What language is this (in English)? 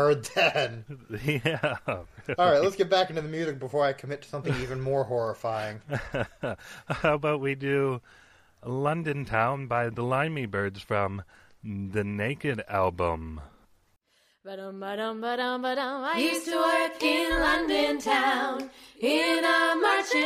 English